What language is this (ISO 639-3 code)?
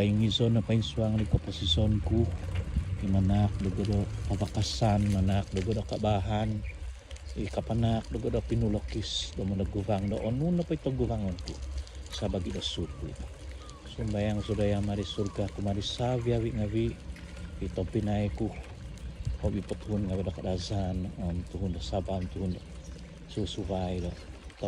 dtp